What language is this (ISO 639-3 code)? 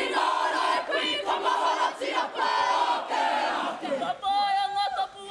mri